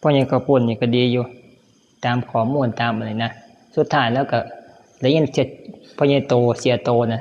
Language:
Northeastern Thai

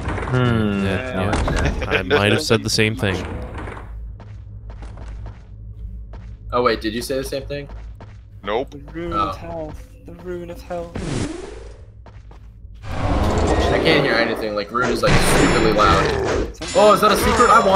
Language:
English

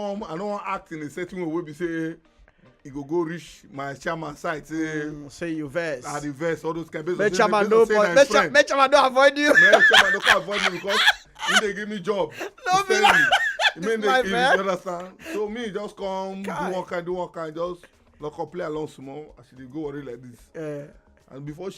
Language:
Nigerian Pidgin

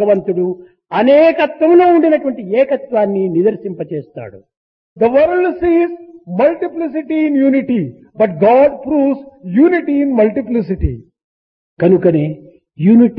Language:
Telugu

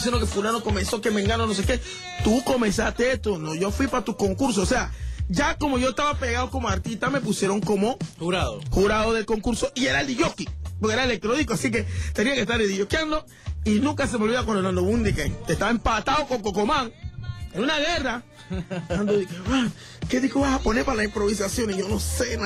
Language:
Spanish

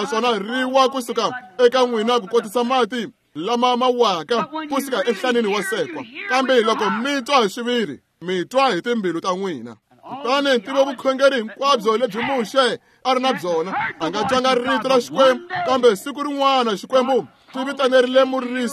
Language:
Tsonga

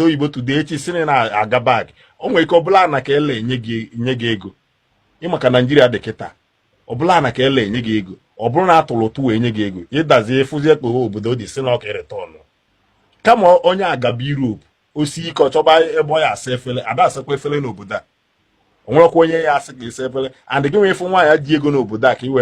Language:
Igbo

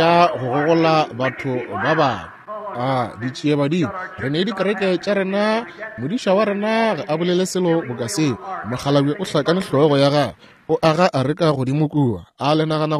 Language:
Northern Sotho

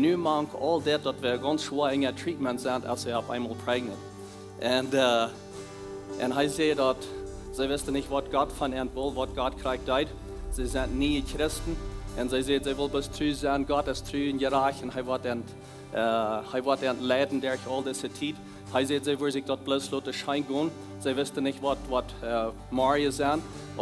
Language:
Plautdietsch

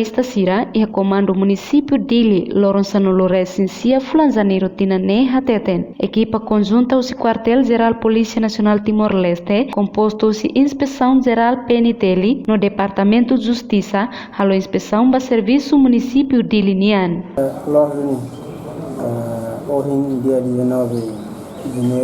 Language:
Tetum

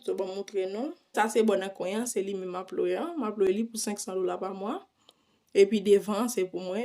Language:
Haitian Creole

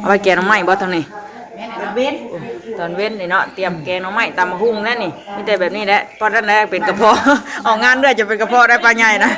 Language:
Northeastern Thai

